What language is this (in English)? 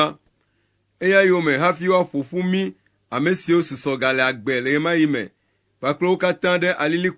Ewe